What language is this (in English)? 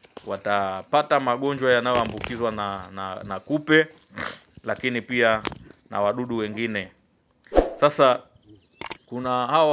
Swahili